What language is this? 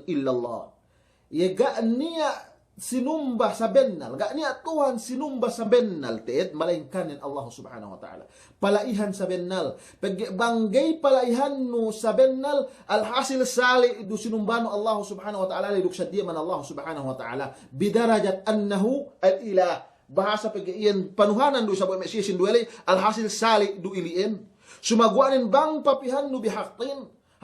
Yakan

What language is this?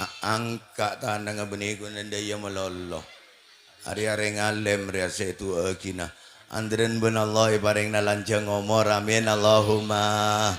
Madurese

